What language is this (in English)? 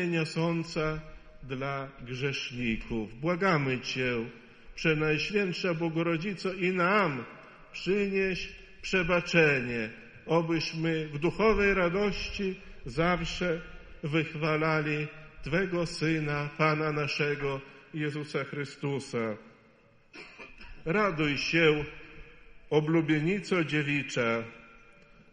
Polish